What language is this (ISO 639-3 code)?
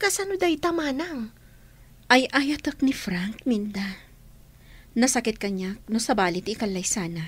ilo